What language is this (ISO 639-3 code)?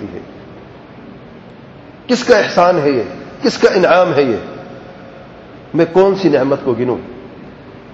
urd